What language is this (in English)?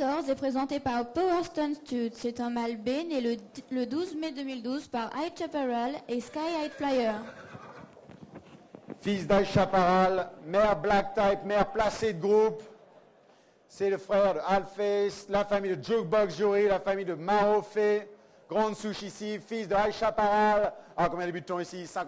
French